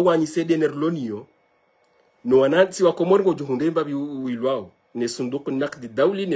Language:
Ngazidja Comorian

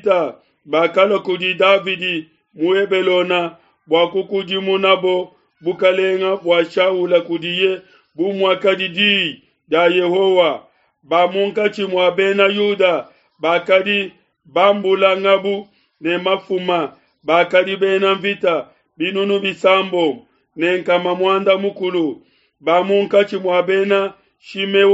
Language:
Luba-Lulua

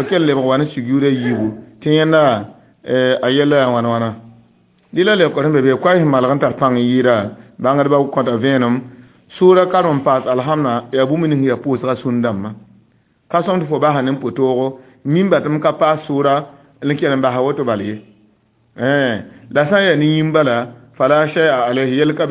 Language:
Mossi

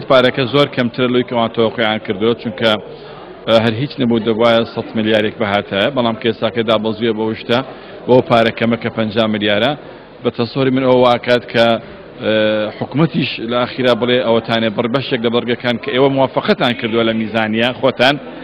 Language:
Central Kurdish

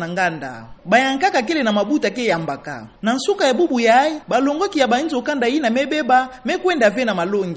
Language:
Kituba (Democratic Republic of Congo)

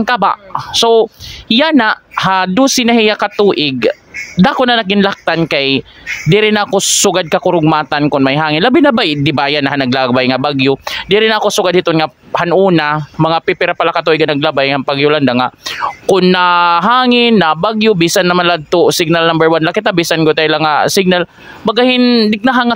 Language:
Waray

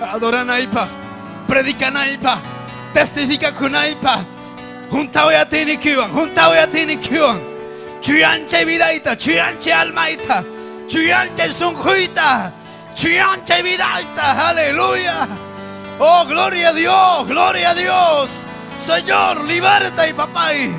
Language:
Ayacucho Quechua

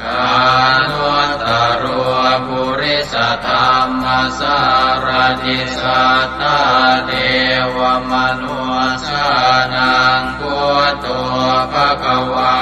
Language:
Pali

